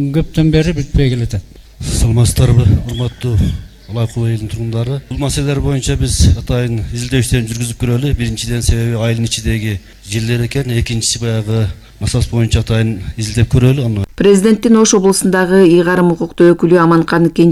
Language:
Kyrgyz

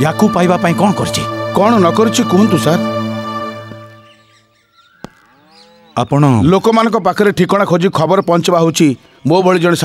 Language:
Odia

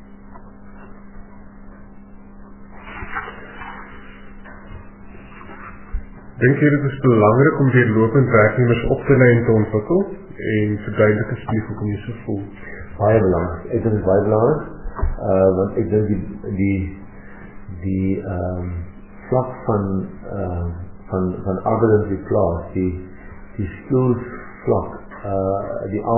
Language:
Afrikaans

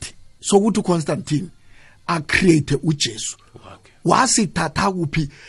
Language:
South Ndebele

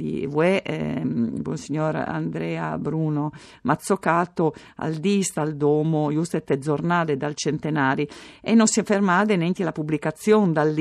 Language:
Friulian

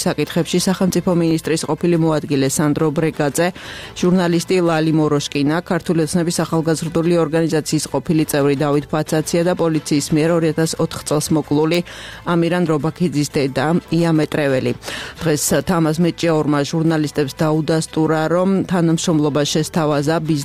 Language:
Georgian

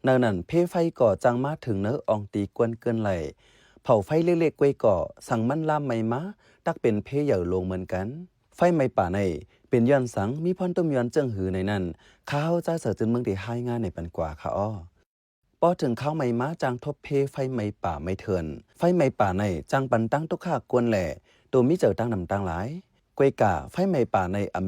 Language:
Shan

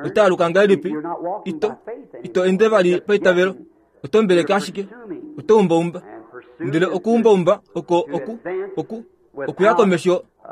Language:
Kuanyama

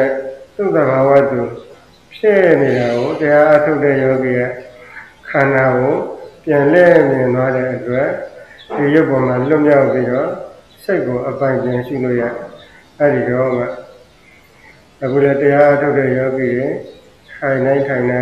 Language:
Burmese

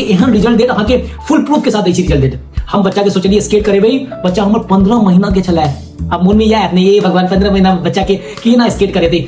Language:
Maithili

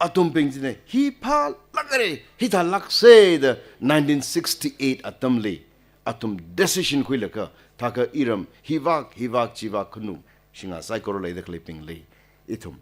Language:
Tangkhul Naga (India)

